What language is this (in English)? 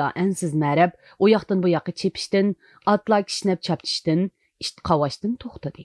Uyghur